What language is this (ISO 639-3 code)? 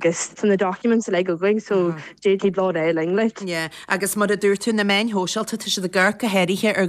gle